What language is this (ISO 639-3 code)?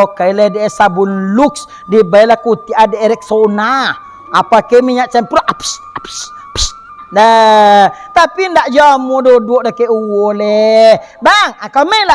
min